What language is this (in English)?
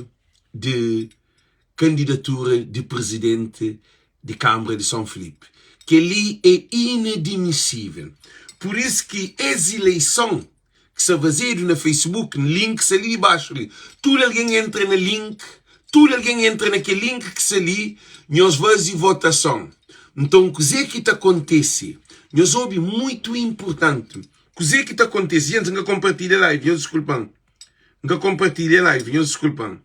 Kabuverdianu